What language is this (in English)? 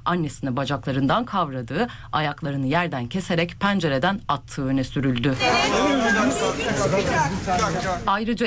Turkish